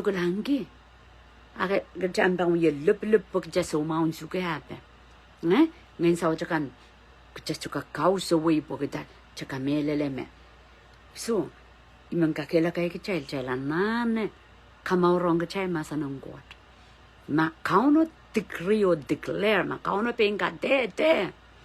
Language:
Pohnpeian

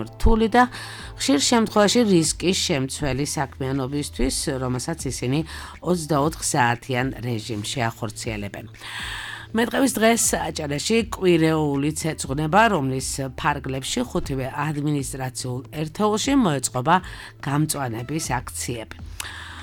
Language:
Georgian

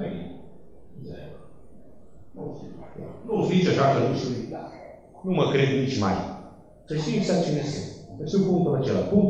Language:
Romanian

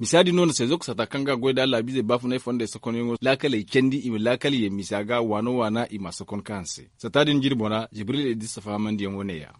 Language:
Zarma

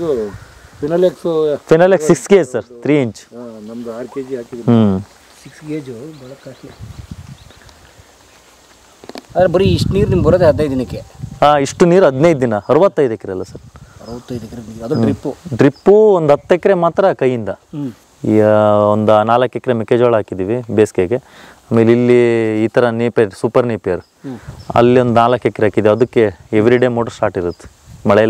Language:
Kannada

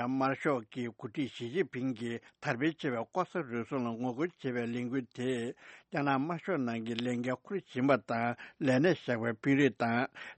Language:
Tibetan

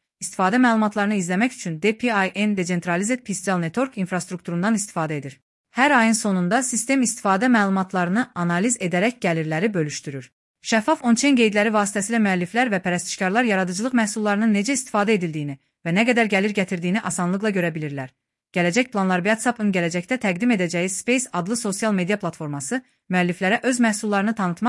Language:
Azerbaijani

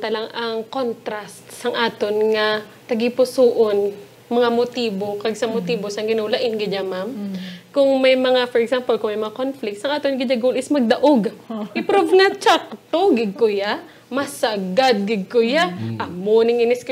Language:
Hiligaynon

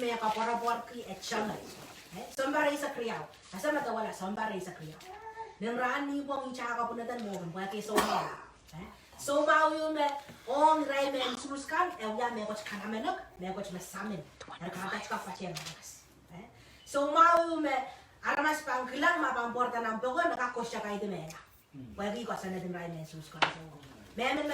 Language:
Pohnpeian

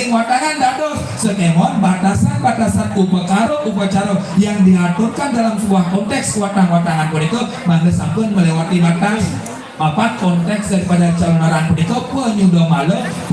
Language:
Balinese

